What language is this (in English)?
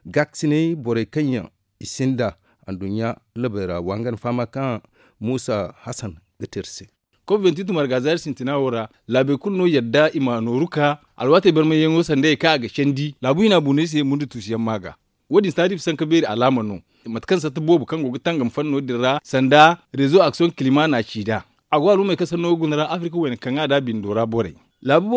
Zarma